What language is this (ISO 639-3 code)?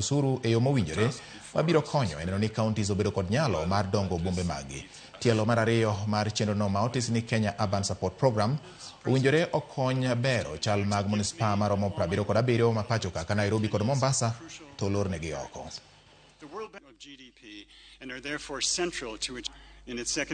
luo